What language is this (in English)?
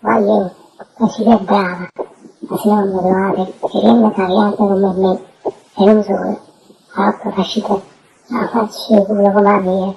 Neapolitan